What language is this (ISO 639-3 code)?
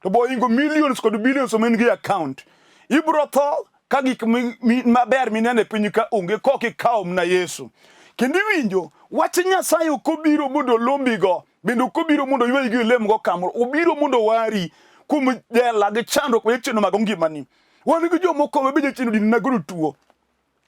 luo